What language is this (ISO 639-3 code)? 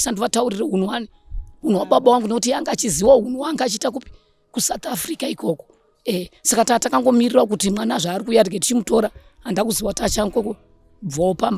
sna